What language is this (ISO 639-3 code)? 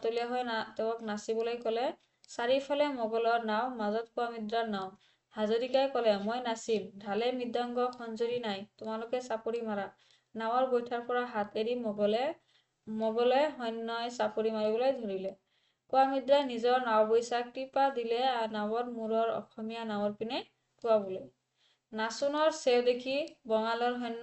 asm